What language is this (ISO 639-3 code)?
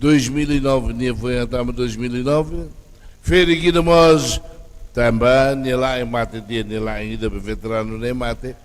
tet